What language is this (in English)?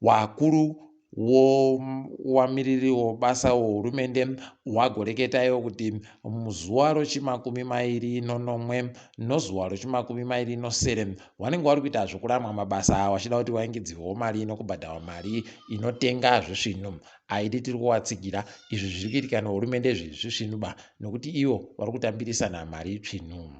Ndau